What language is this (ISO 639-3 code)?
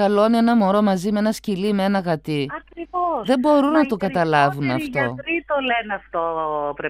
ell